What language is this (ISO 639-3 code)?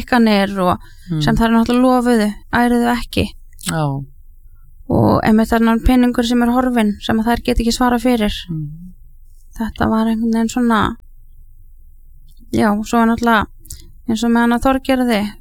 isl